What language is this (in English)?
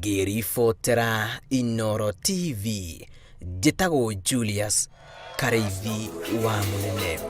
Kikuyu